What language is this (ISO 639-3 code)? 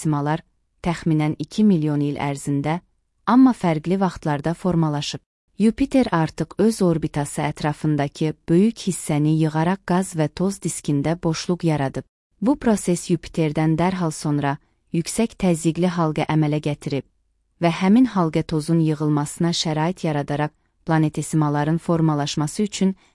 aze